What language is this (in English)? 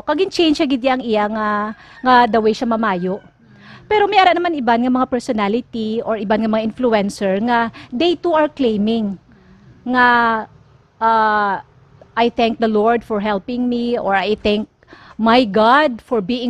Hiligaynon